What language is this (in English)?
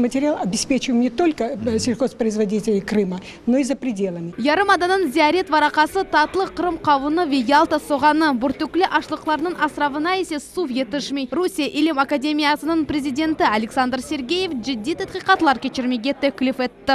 Crimean Tatar